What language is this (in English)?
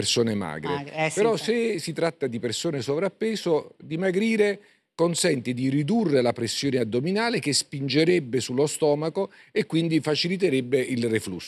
Italian